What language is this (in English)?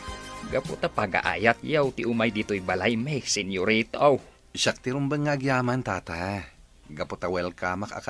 Iloko